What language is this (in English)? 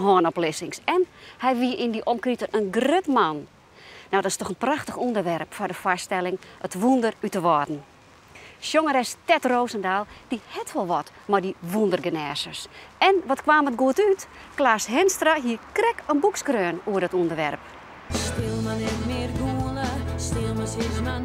Western Frisian